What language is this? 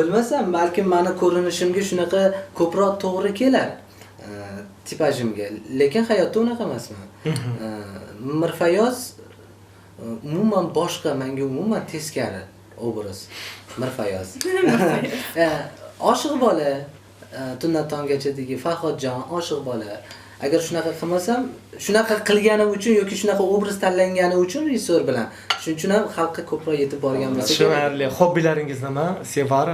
Uzbek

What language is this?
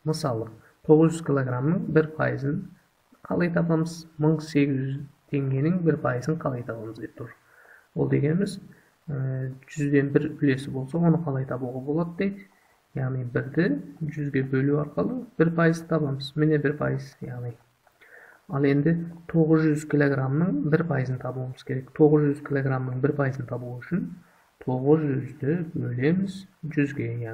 Kazakh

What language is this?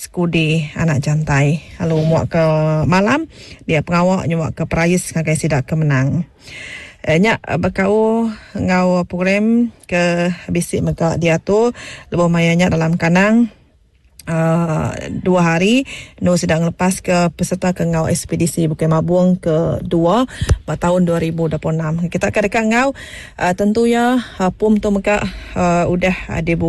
Iban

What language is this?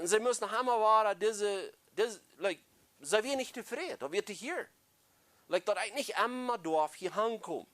Plautdietsch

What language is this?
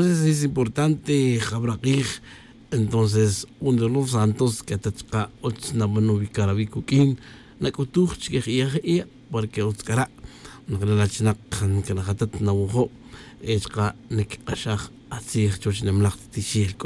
Tz'utujil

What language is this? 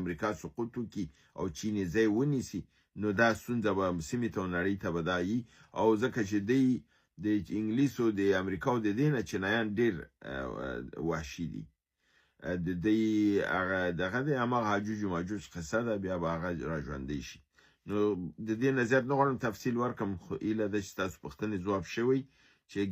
Pashto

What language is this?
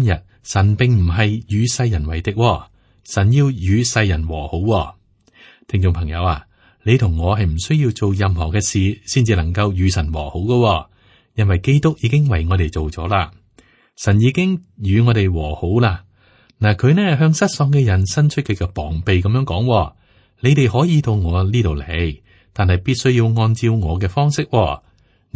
Cantonese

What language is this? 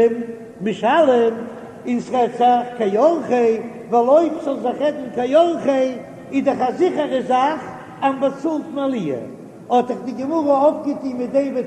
Yiddish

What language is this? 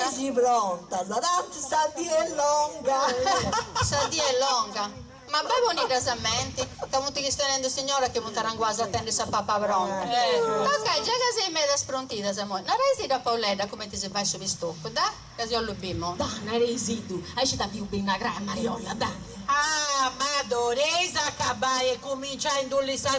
Sardinian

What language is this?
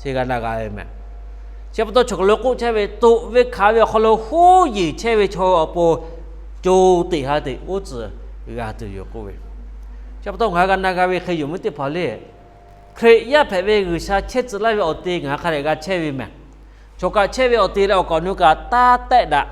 Lahu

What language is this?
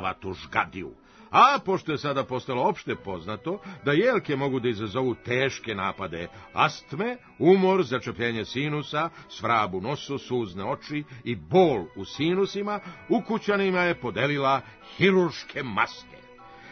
Serbian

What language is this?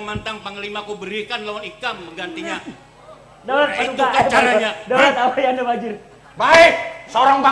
Banjar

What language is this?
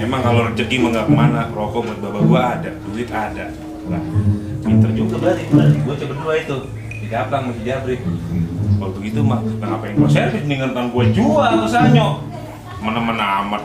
Betawi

